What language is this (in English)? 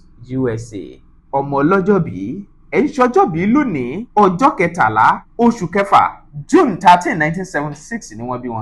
Yoruba